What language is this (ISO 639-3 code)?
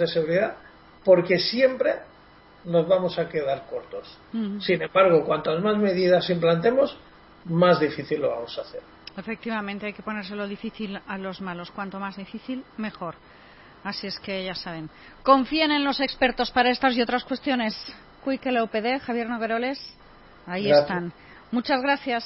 spa